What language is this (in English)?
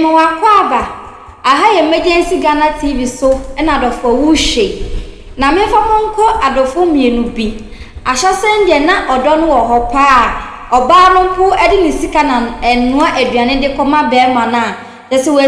Akan